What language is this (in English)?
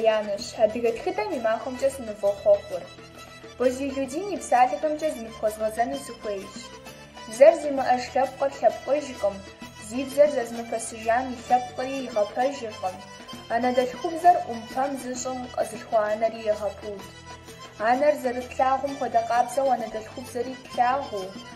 Kabardian